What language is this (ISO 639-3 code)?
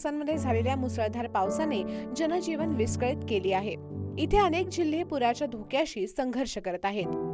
mar